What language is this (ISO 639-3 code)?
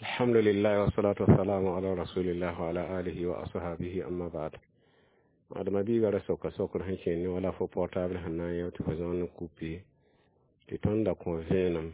mos